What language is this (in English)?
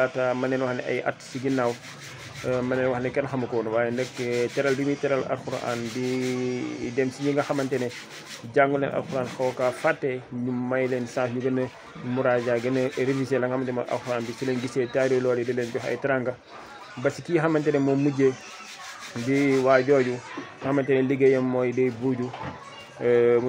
Wolof